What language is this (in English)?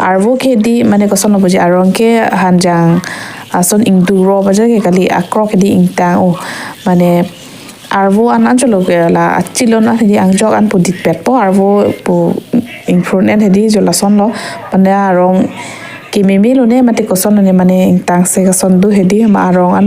Karbi